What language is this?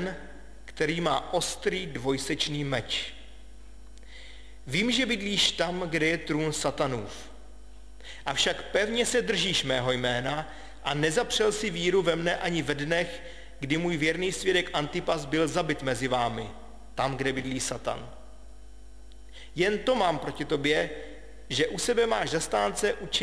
Czech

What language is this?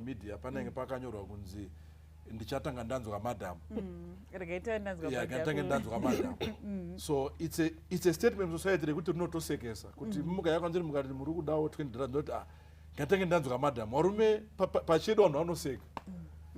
Shona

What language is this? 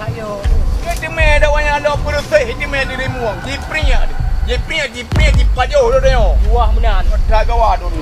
Achinese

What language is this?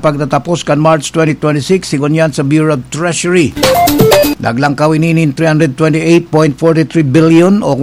Bikol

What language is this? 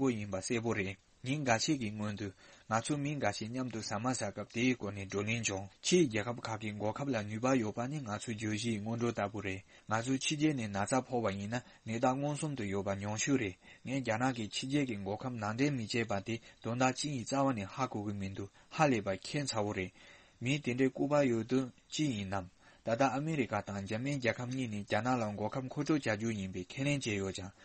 Tibetan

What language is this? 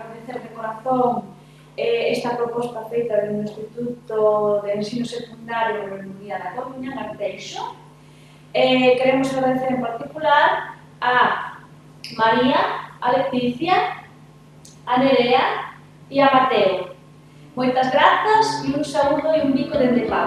Galician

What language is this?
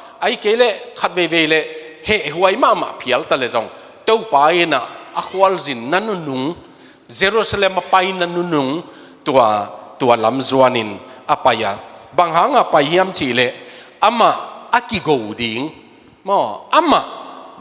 Tedim Chin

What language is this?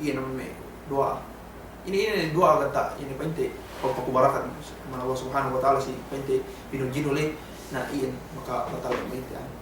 Yakan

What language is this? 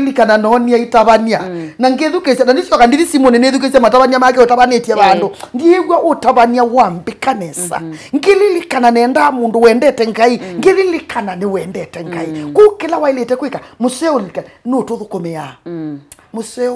Kamba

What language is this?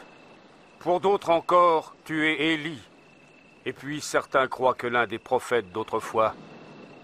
French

